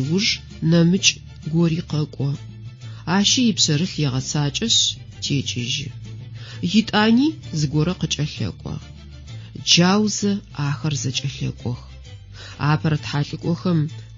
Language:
Adyghe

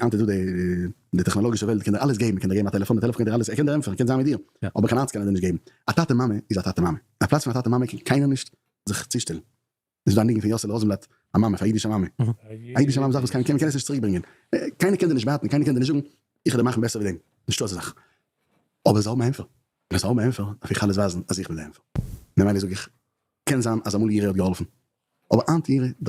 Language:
Yiddish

